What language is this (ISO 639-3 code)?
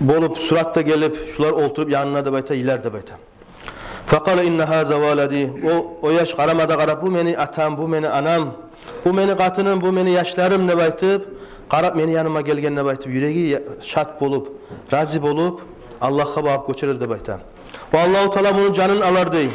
kum